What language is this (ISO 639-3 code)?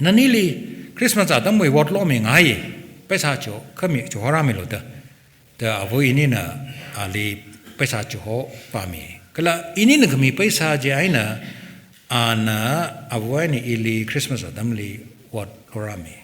nmf